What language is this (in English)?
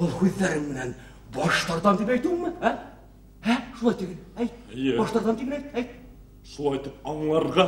Bashkir